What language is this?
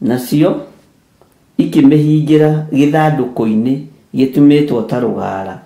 Kikuyu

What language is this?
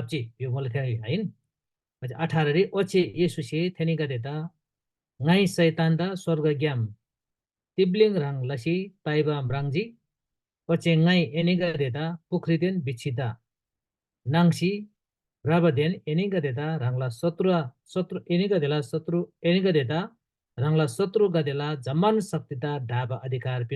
Eastern Tamang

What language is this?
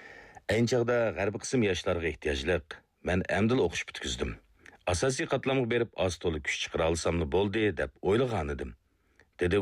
Uyghur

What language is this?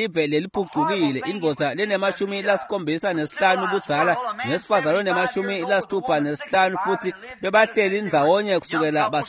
Swati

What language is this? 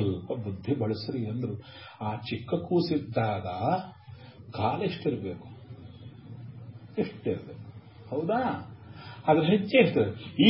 Kannada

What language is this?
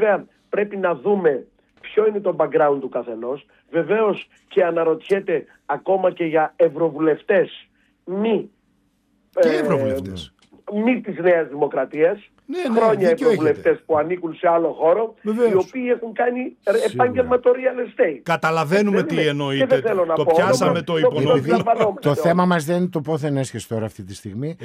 Greek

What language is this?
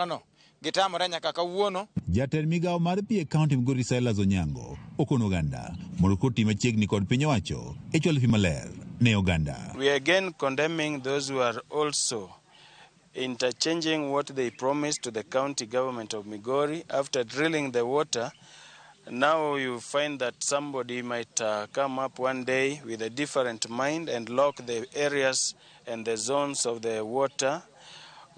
Luo (Kenya and Tanzania)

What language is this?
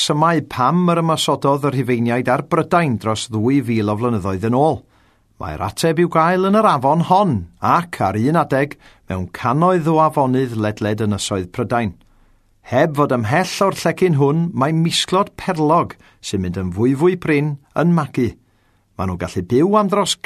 Welsh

